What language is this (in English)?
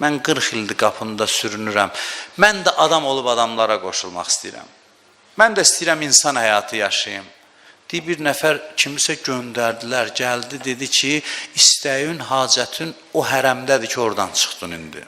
Azerbaijani